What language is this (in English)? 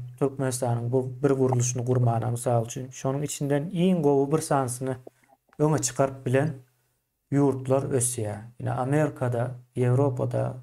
Turkmen